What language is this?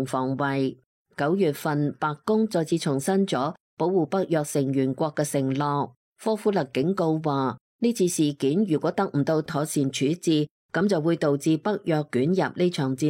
Cantonese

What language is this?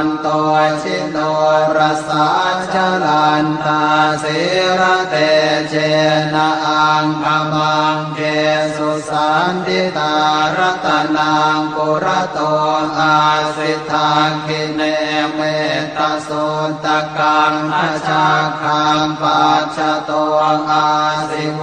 Pali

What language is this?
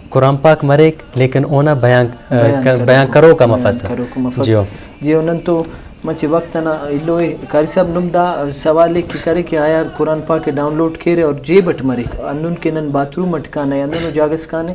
Brahui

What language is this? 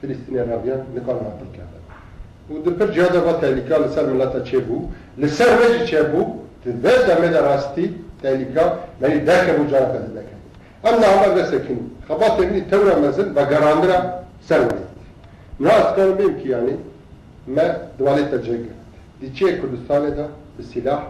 Kurdish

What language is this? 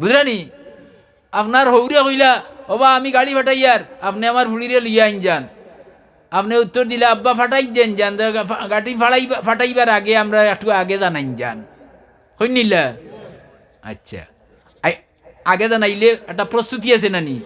Sylheti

